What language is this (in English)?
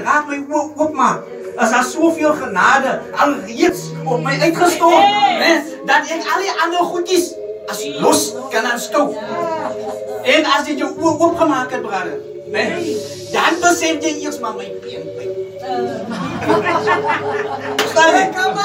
Afrikaans